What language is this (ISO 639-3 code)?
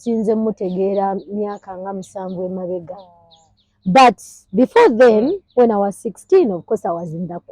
lug